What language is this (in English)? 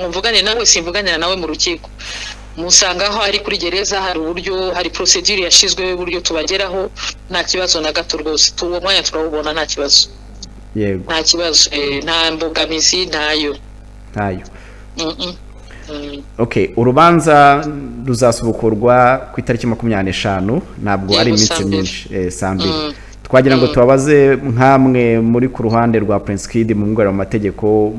Kinyarwanda